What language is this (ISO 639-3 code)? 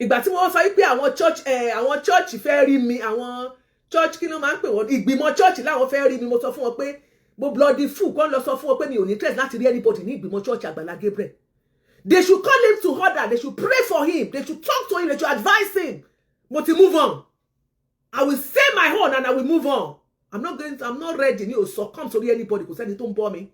yor